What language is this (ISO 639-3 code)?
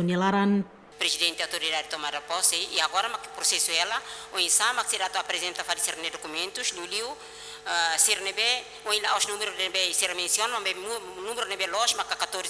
tet